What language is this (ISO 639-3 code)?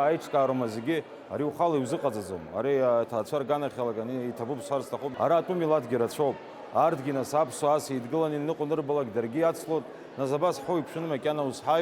abk